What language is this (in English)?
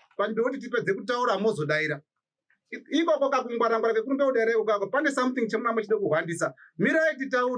Shona